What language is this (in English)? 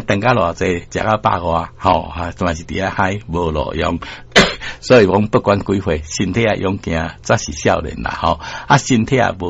Min Nan Chinese